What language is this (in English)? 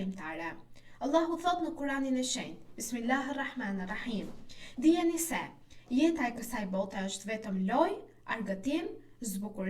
Albanian